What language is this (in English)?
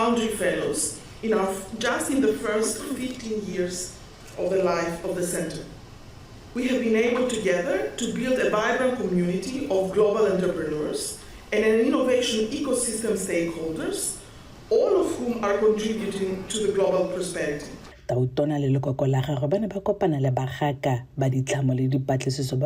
Tswana